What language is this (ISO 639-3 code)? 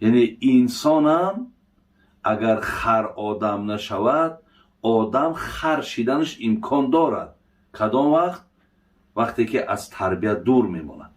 tgk